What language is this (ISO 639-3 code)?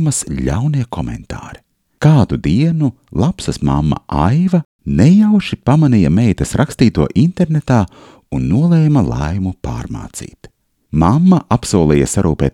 lav